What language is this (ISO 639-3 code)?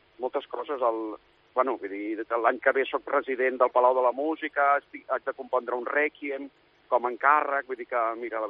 cat